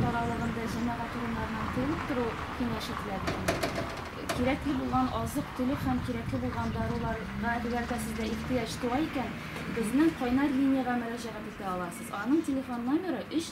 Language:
Tatar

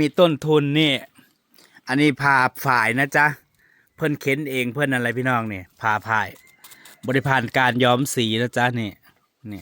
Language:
Northeastern Thai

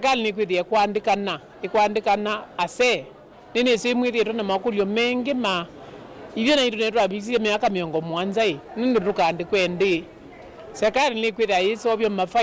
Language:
Kamba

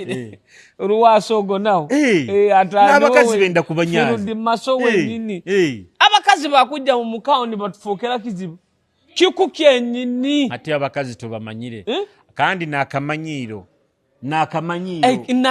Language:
Nyoro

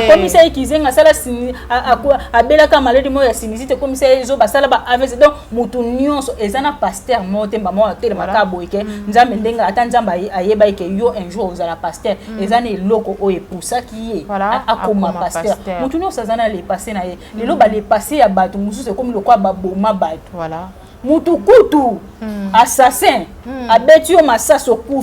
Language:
Lingala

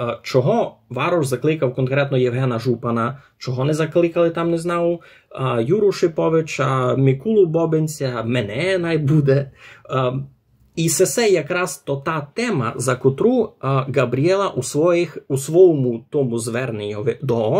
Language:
Rusyn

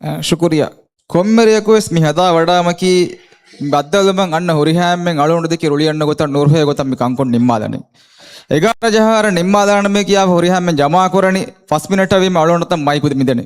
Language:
Divehi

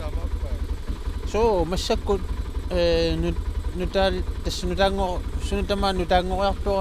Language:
Kalaallisut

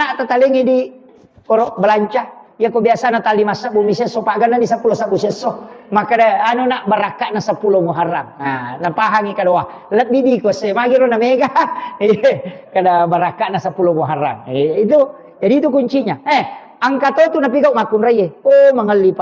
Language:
Buginese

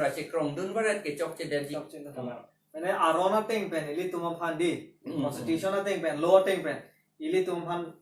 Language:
Karbi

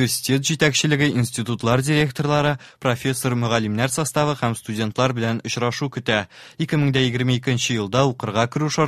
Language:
Tatar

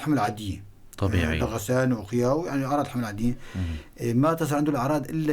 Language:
North Levantine Arabic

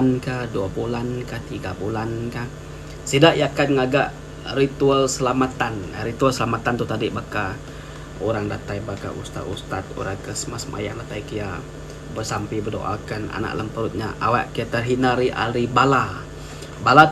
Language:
Iban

